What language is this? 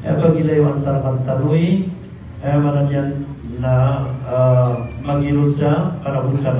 Maranao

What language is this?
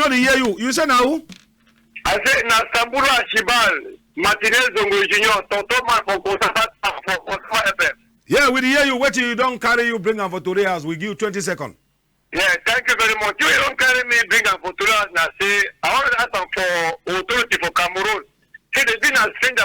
Cameroon Pidgin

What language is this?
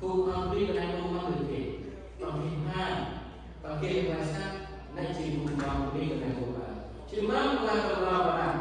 Central Mnong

